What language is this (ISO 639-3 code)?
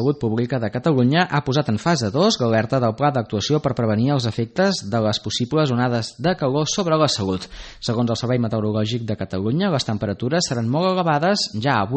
cat